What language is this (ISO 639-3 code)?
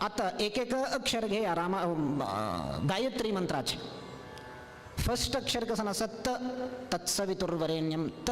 kok